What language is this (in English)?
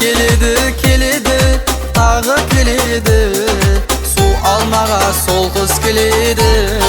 Kara-Kalpak